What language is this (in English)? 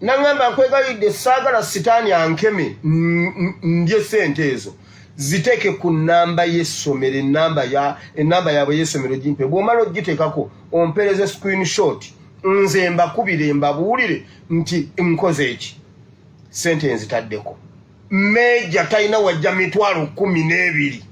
Ganda